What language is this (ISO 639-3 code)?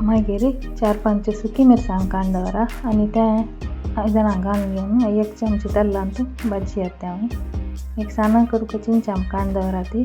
kok